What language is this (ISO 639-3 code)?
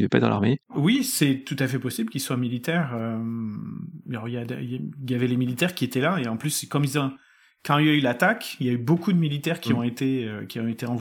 fra